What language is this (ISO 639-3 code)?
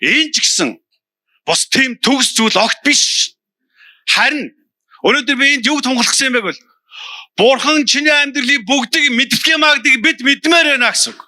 mon